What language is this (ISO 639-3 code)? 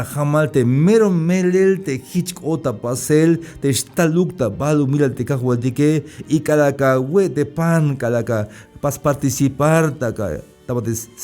tzh